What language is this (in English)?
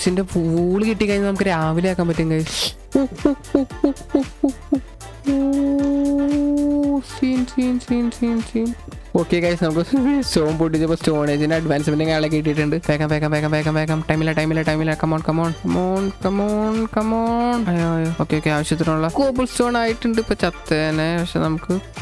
Malayalam